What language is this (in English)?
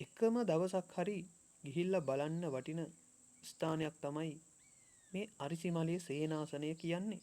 Sinhala